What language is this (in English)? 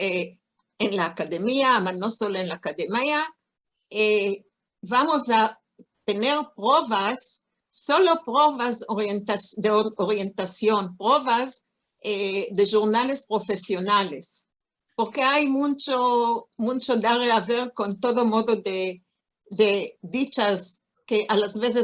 Ladino